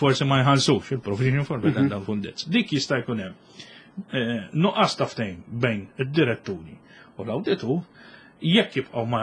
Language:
Maltese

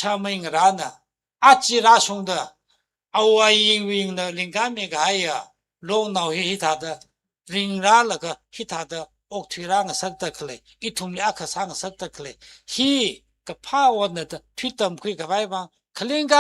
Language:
Tangkhul Naga (India)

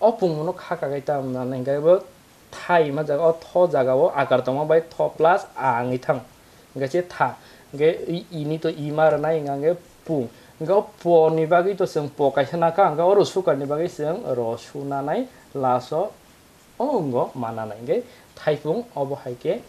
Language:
Kok Borok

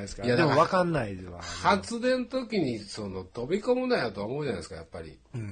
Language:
Japanese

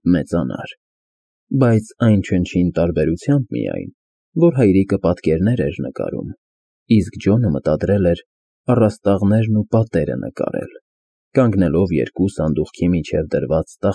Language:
Armenian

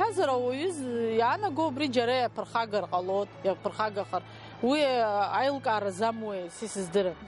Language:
Abkhazian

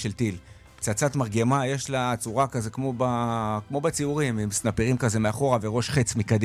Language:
Hebrew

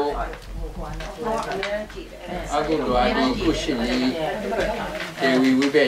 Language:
Burmese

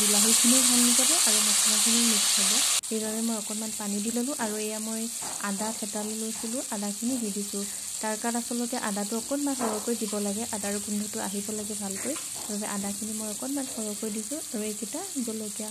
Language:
Assamese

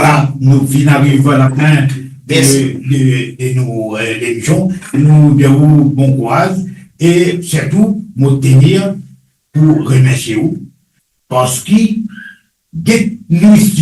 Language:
Morisyen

